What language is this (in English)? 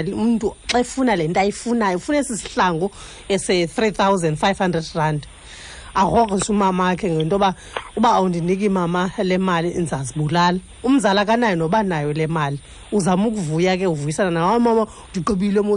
Xhosa